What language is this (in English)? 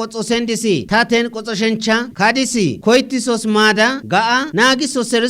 Kafa